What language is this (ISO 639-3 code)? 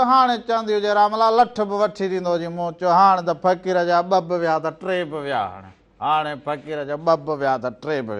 snd